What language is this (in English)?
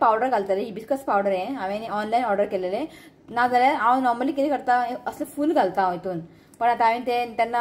Konkani